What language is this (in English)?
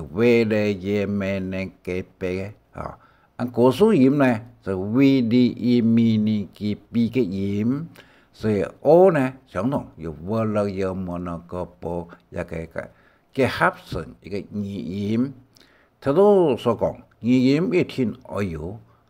Hakka Chinese